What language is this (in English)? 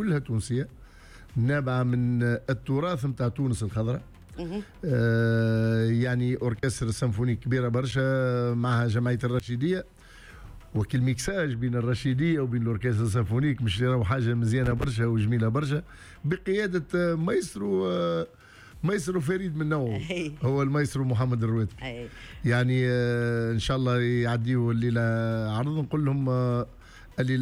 Tunisian Arabic